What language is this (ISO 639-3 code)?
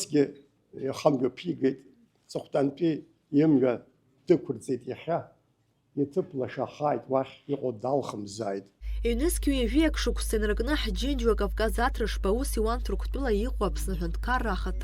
abk